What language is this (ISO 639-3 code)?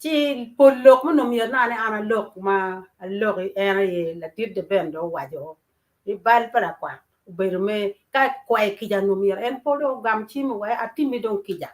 ach